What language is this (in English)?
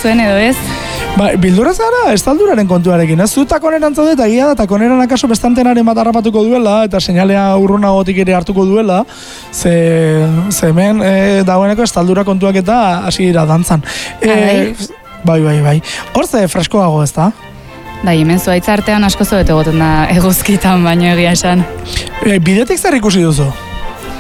Basque